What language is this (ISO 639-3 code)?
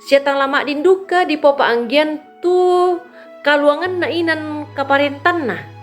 sda